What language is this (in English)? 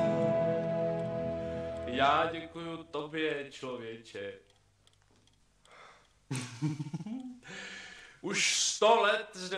Czech